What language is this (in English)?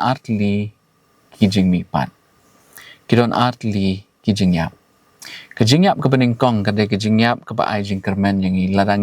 Khasi